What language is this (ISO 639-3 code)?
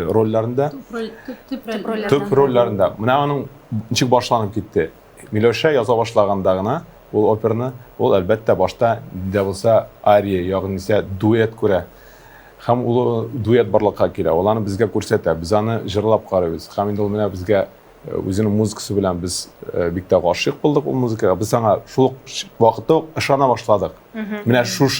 tat